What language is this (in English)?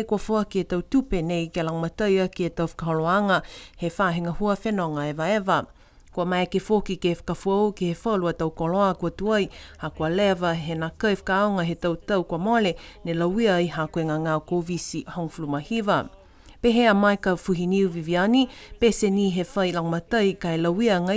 Niuean